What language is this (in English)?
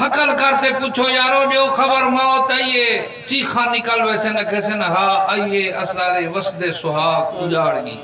Saraiki